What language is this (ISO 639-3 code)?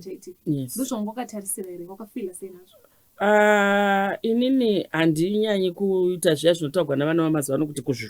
sna